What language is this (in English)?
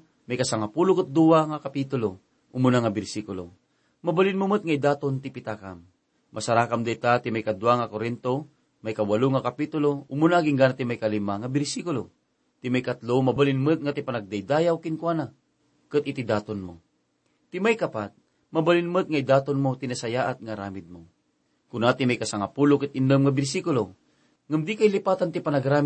Iloko